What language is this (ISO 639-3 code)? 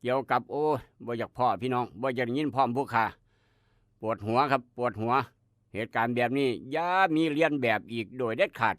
tts